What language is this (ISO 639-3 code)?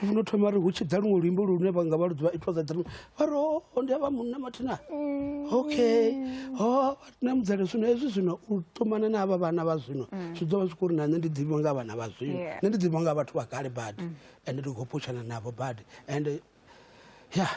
ven